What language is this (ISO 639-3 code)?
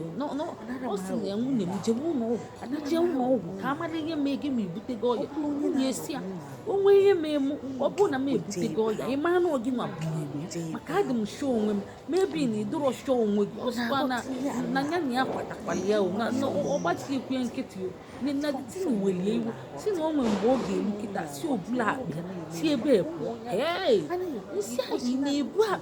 ibo